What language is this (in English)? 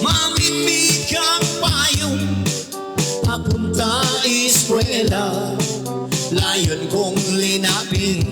Pampanga